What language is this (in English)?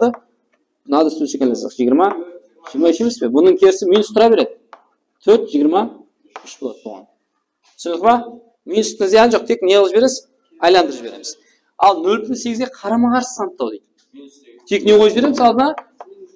Kara-Kalpak